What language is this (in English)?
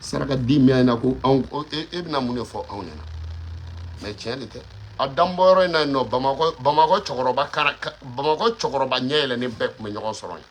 Bambara